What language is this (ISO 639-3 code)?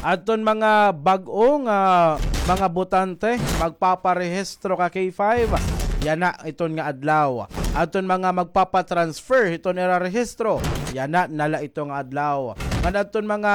war